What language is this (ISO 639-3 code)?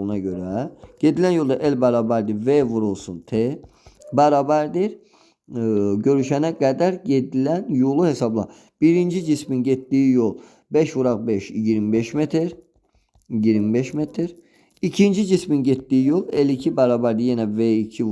aze